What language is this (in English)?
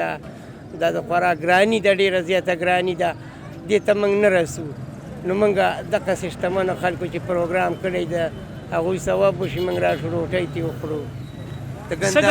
Pashto